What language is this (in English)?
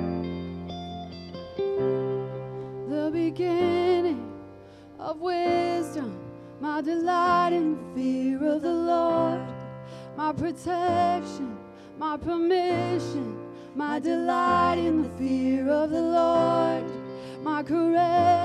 English